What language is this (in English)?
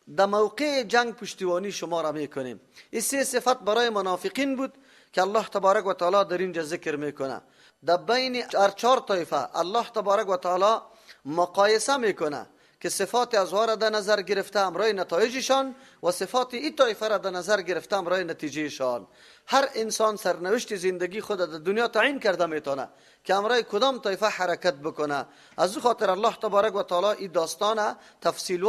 Persian